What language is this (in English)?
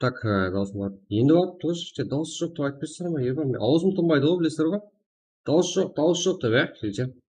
Kara-Kalpak